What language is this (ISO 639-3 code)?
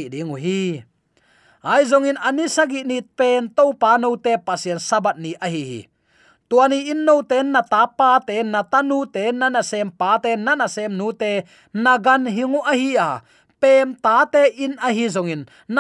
ctd